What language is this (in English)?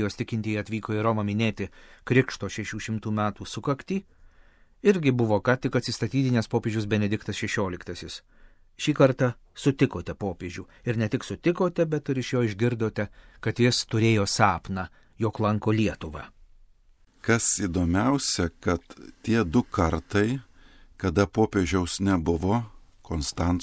Lithuanian